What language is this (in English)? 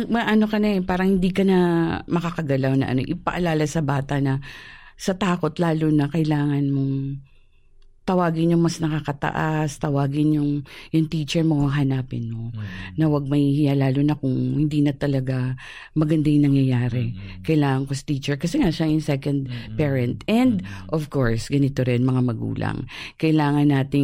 Filipino